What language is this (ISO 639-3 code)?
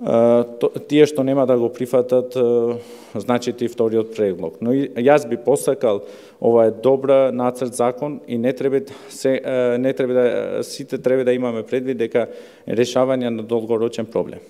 mkd